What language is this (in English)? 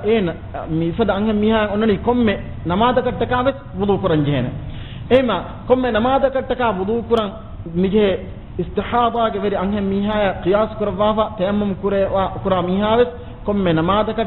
Divehi